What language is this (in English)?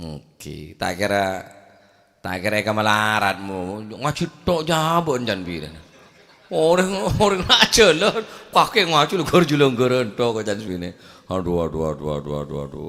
Madurese